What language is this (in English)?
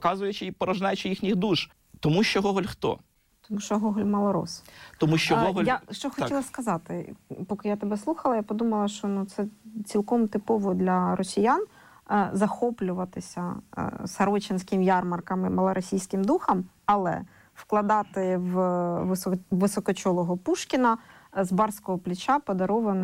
Ukrainian